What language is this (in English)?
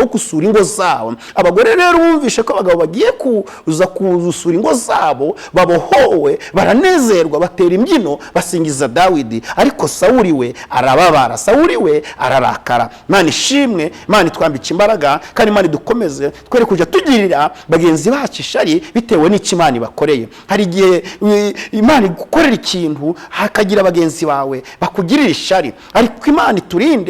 Kinyarwanda